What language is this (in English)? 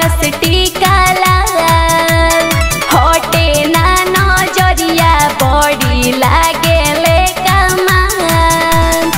Bhojpuri